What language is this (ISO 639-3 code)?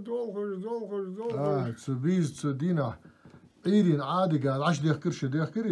inh